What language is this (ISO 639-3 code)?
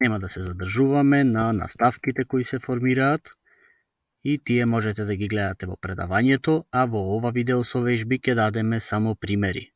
mkd